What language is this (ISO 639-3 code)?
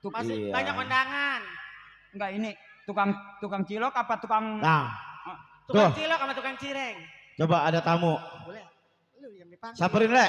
bew